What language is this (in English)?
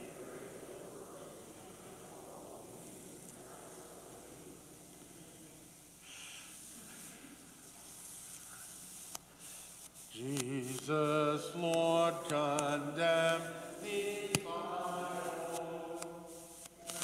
English